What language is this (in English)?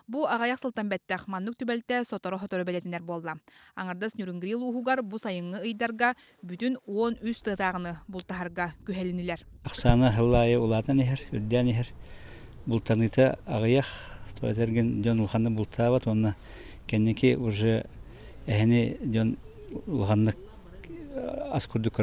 Yakut